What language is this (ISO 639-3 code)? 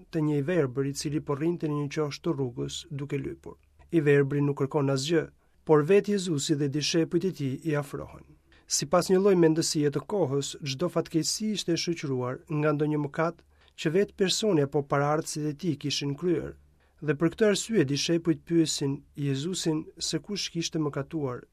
sqi